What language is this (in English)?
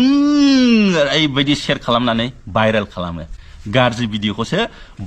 Bodo